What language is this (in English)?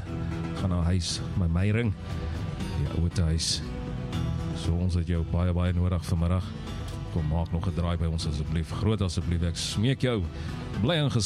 Afrikaans